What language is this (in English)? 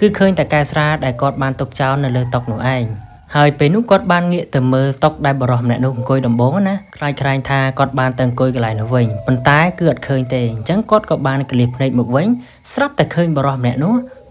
Khmer